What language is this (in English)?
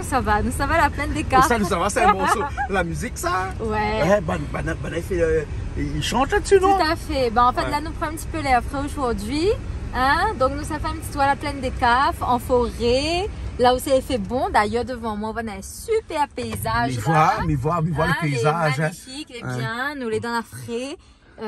Réunion Creole French